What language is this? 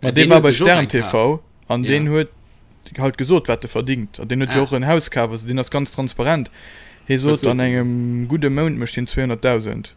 Luxembourgish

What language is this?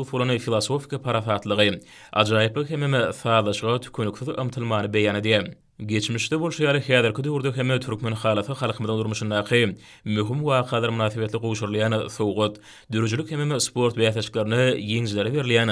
Turkmen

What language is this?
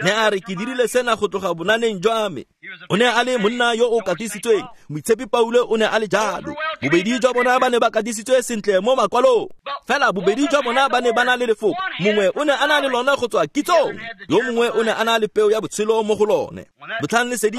Tswana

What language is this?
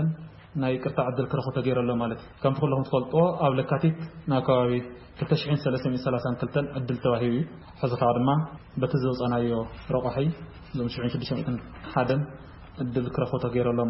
Tigrinya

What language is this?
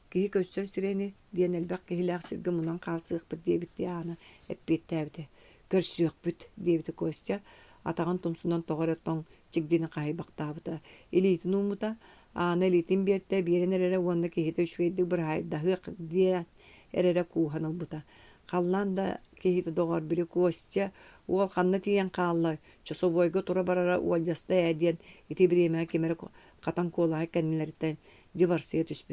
Yakut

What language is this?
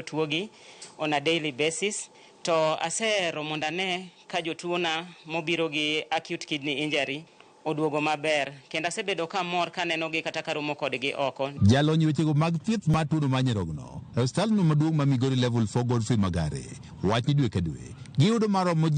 Luo (Kenya and Tanzania)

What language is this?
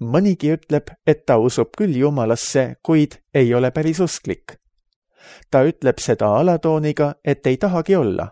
Estonian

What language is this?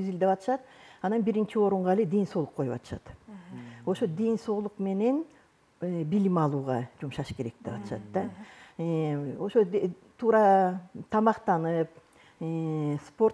Kyrgyz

